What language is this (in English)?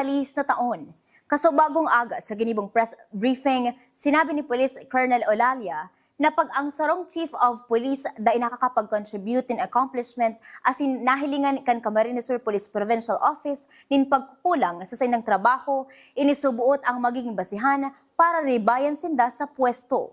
Bikol